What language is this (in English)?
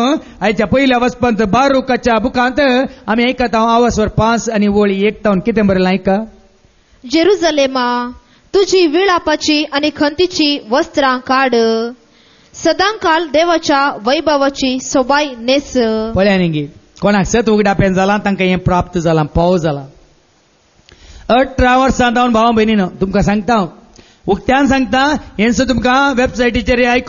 Konkani